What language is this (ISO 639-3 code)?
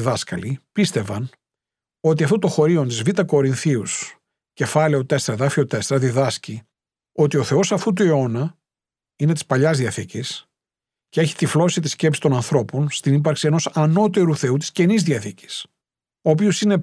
ell